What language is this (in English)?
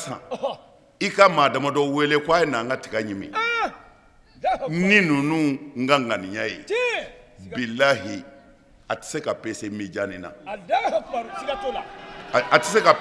Bambara